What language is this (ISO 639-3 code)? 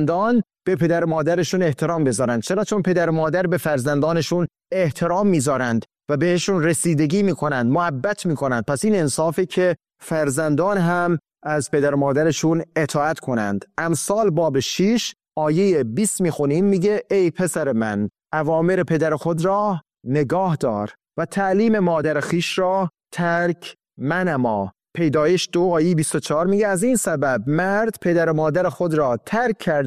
fas